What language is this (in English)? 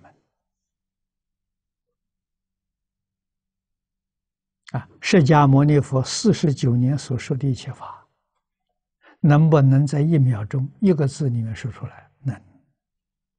Chinese